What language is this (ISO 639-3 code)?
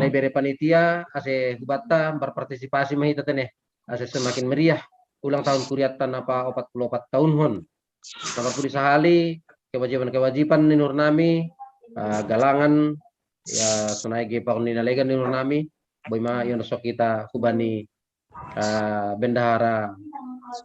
bts